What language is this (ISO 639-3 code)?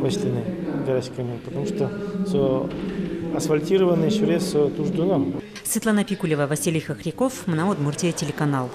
udm